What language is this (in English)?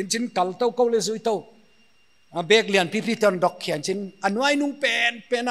Paite Chin